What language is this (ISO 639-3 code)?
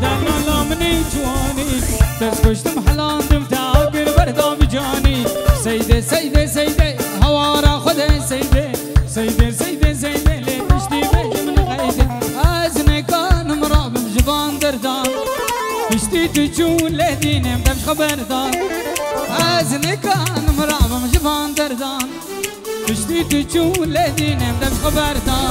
kur